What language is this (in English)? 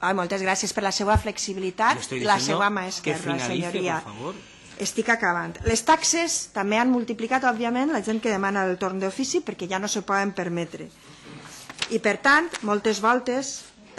Catalan